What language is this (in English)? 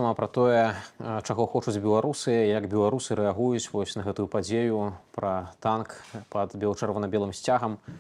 Belarusian